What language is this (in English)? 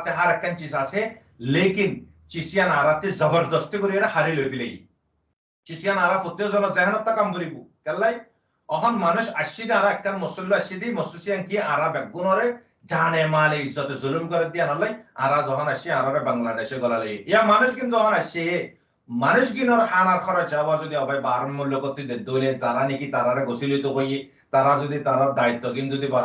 Rohingya